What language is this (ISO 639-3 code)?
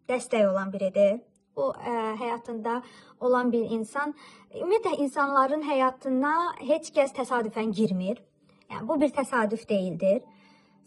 aze